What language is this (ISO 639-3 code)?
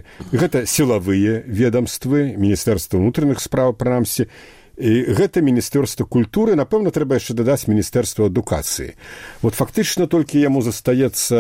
bel